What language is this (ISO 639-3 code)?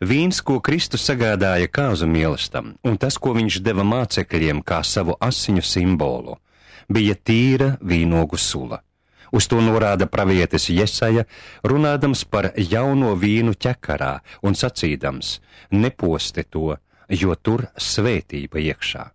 lav